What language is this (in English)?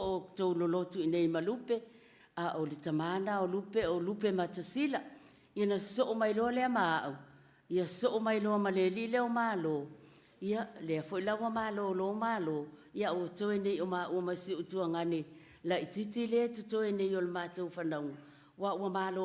Samoan